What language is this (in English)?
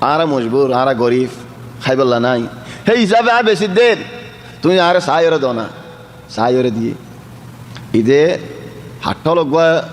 Rohingya